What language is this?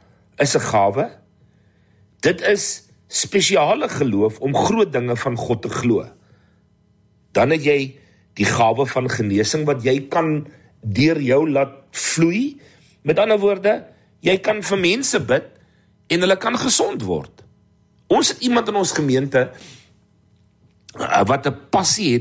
Afrikaans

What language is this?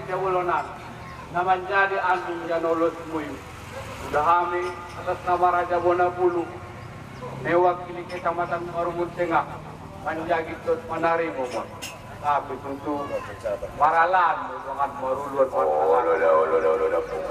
Batak Angkola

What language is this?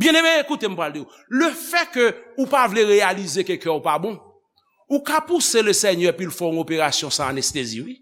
Haitian Creole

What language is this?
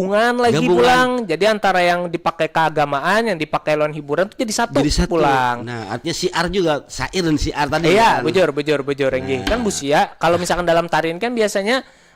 Banjar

